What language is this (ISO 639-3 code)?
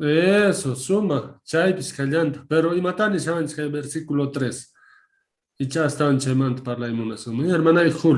quh